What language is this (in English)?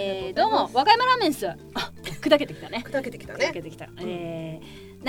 Japanese